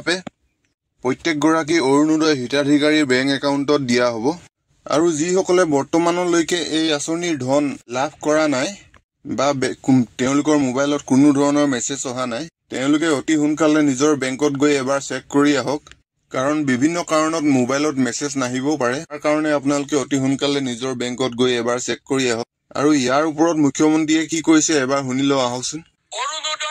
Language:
Assamese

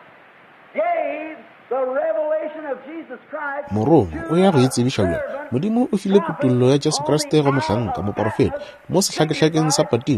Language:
Northern Sotho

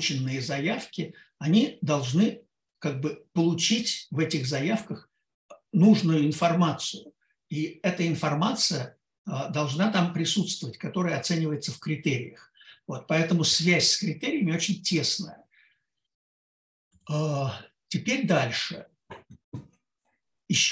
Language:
Russian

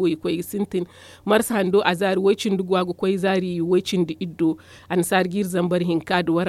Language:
Zarma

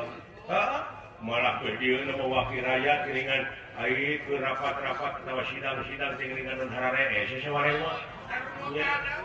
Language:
Sundanese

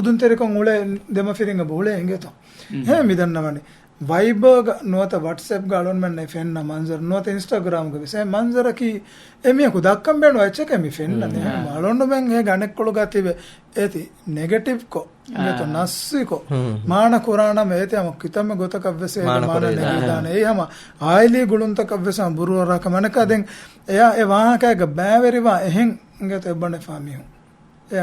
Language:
Divehi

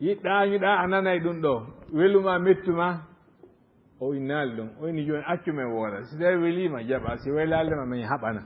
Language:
Fula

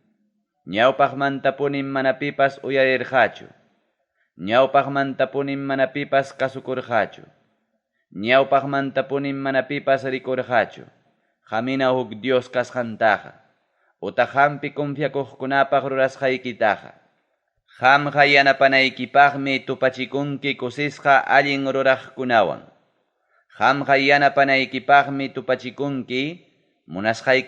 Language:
Ayacucho Quechua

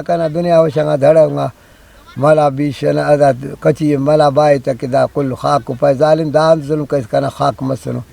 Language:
Brahui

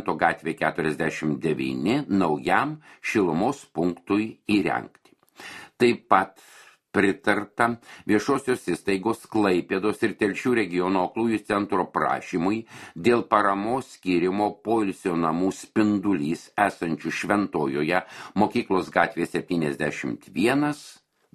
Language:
Lithuanian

